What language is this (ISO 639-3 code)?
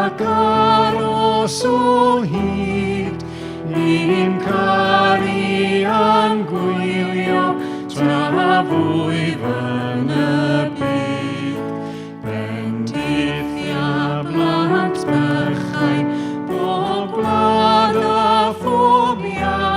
cym